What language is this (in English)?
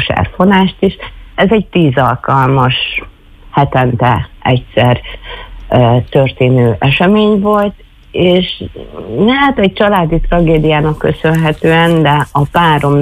Hungarian